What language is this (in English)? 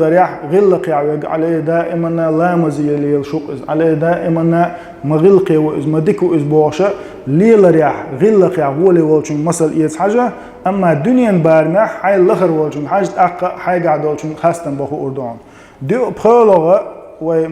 Chechen